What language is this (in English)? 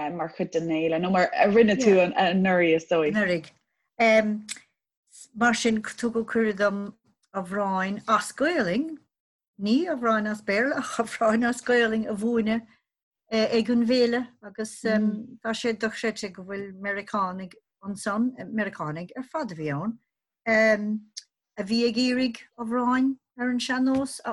Irish